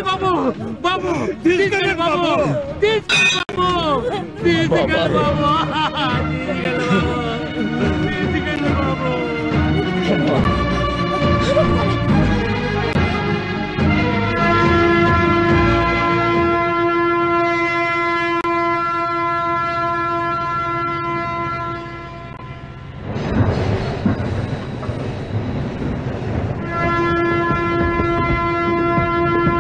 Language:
Telugu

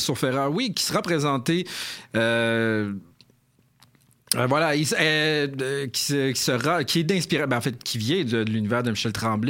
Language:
French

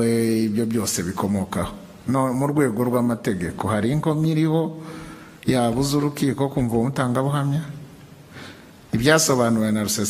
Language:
Kinyarwanda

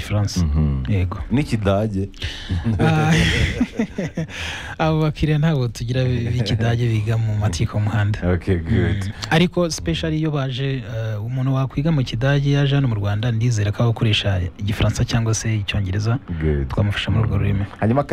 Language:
Kinyarwanda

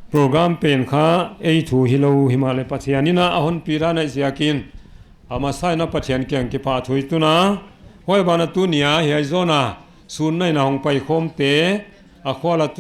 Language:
Paite Chin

